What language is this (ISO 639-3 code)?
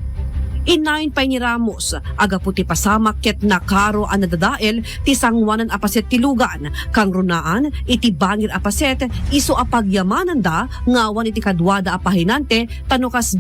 ilo